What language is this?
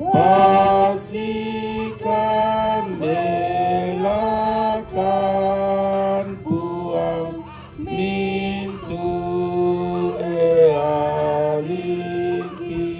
Toraja-Sa'dan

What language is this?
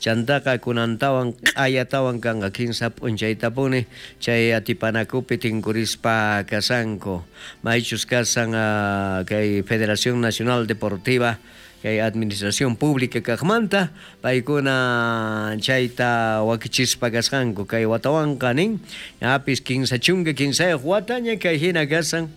South Bolivian Quechua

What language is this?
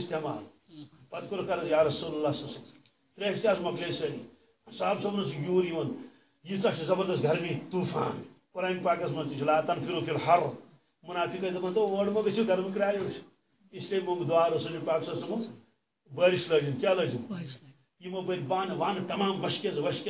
Kashmiri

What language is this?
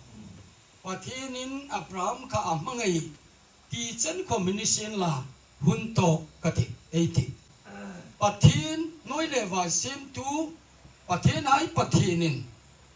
Hmar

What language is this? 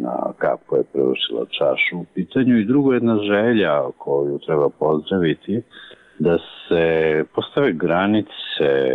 Serbian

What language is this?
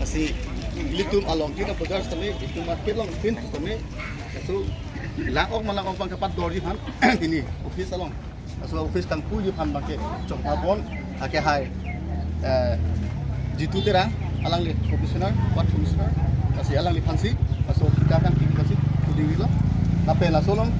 Karbi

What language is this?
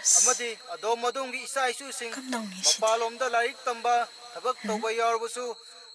Manipuri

